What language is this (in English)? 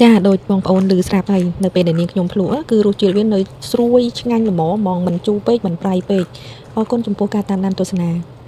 Khmer